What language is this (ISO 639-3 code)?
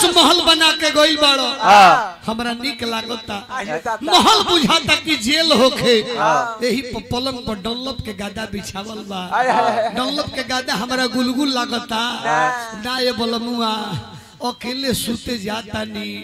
bho